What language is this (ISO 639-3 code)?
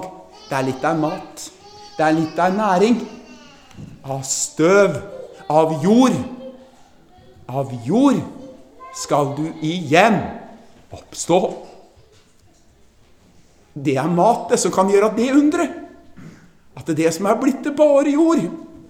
nor